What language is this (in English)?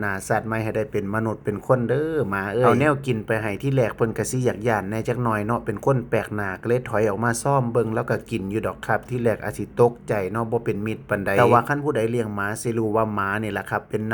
Northeastern Thai